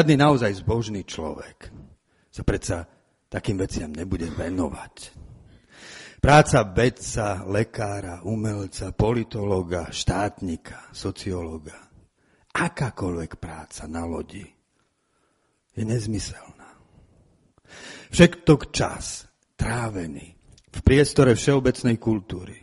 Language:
Slovak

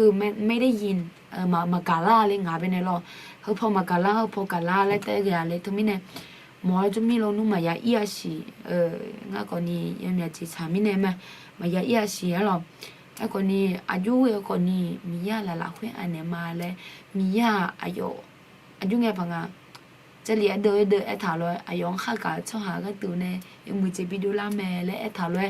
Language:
Akha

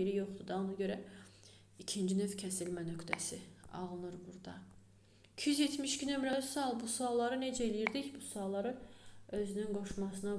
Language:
Azerbaijani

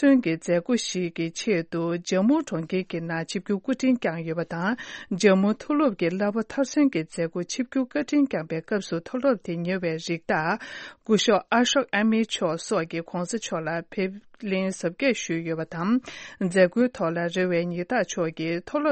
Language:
Tibetan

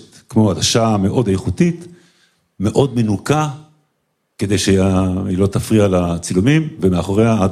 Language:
Hebrew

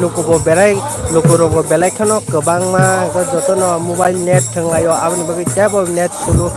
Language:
Kok Borok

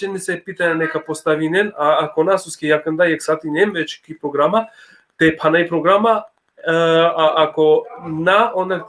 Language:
Balkan Romani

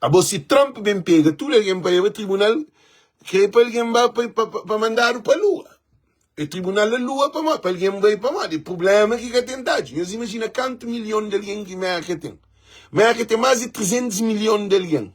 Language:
Kabuverdianu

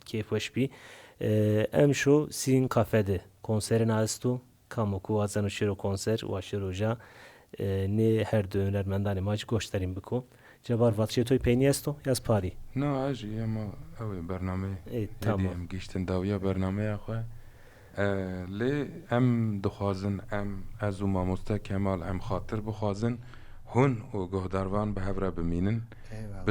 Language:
Zaza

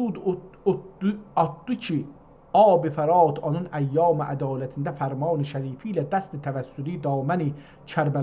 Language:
South Azerbaijani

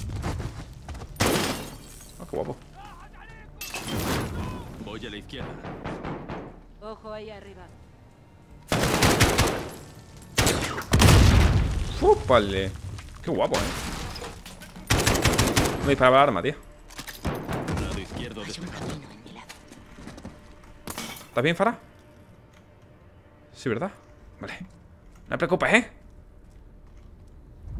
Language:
Spanish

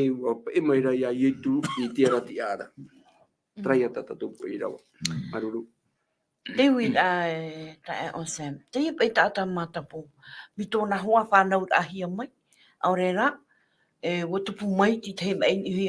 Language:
Tahitian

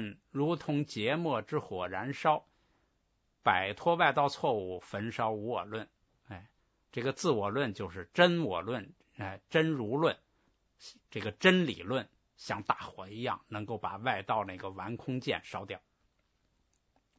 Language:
Chinese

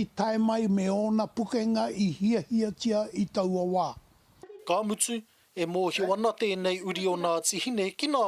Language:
Māori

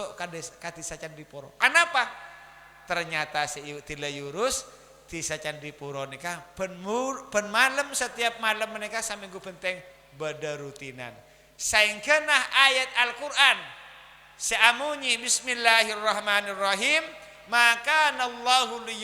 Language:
Madurese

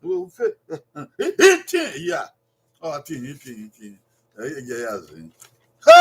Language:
Bini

